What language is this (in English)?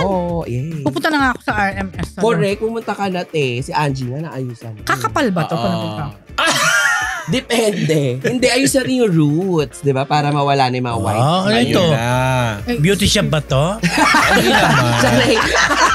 Filipino